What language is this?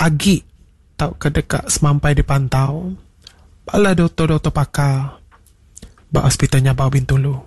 Iban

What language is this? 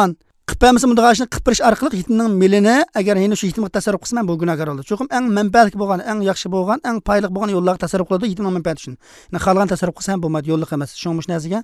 Uyghur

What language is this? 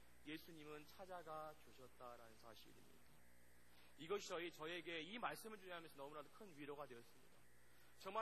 Korean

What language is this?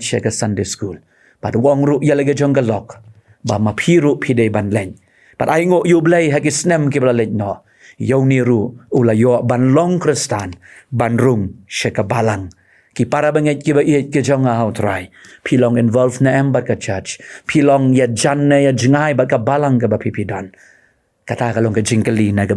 Khasi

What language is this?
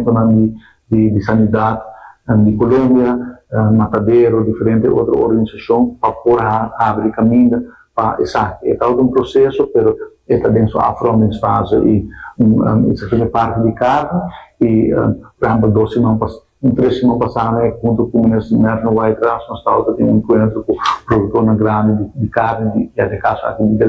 Papiamento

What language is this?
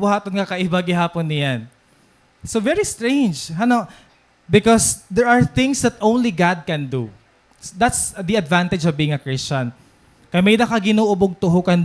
Waray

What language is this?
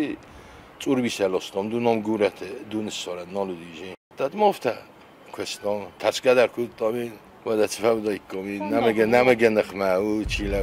Ossetic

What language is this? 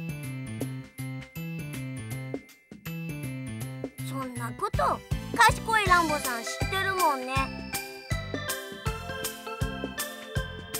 Japanese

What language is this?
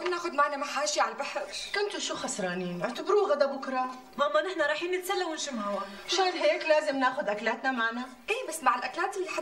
North Levantine Arabic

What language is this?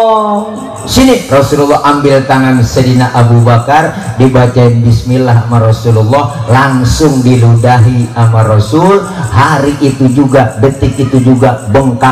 Betawi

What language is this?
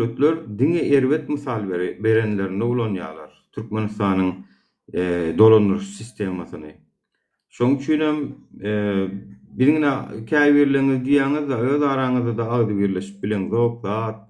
Turkmen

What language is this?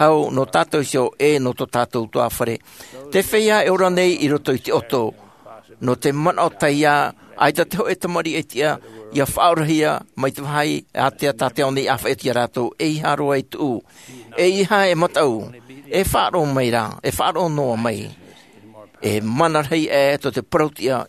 Tahitian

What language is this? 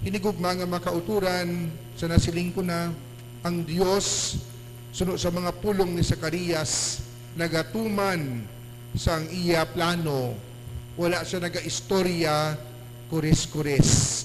Hiligaynon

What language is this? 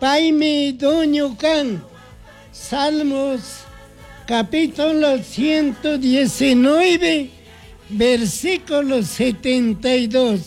Chimborazo Highland Quichua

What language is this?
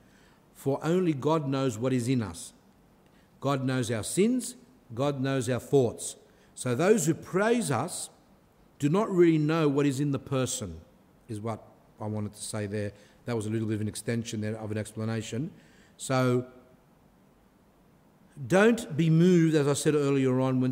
English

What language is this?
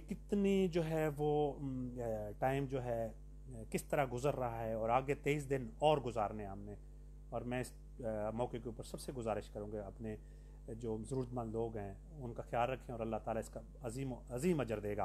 Urdu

